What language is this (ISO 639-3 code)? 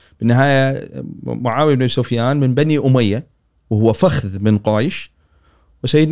afb